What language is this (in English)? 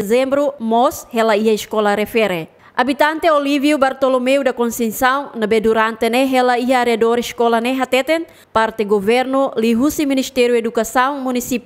Tetum